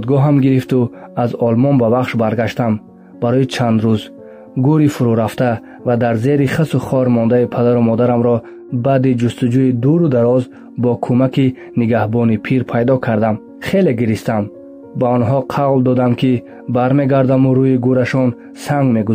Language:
Tajik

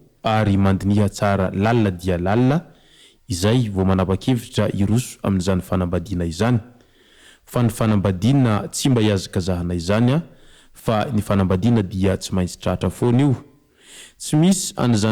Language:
Malagasy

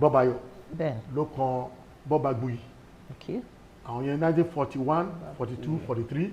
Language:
Yoruba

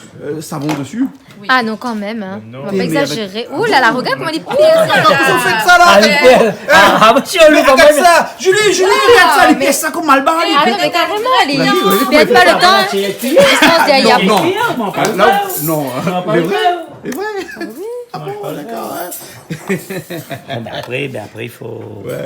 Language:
Réunion Creole French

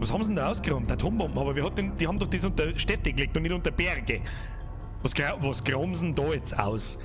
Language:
Bavarian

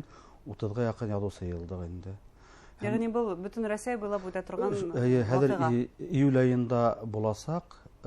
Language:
Bashkir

